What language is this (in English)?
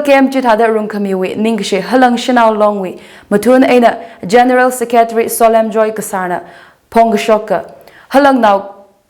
Tangkhul Naga (India)